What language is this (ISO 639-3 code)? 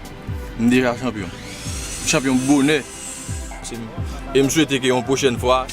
hat